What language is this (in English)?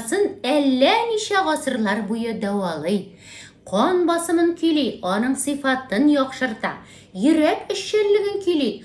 Tatar